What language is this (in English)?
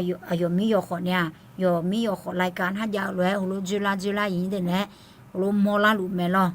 Akha